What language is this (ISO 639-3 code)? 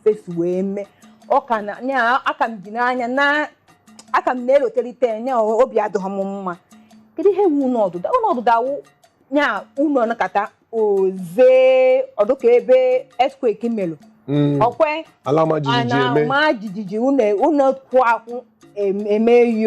ibo